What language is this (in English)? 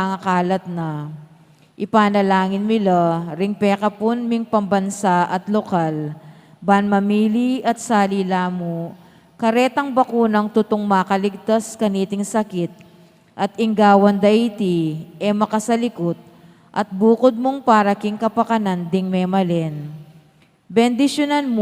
Pampanga